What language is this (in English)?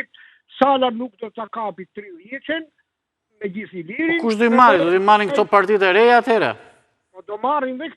Albanian